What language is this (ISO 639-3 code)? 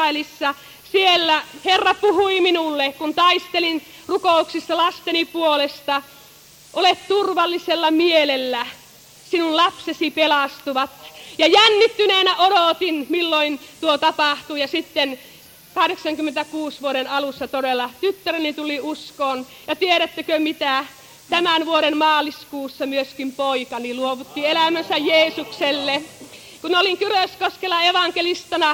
fin